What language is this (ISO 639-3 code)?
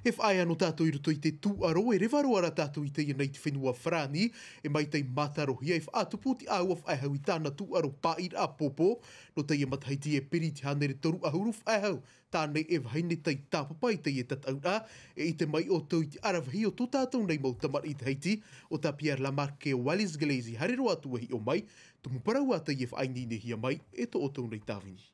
tah